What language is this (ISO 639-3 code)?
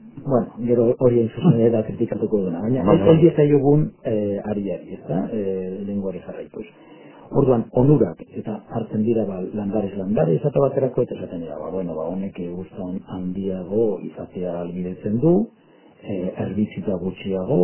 eus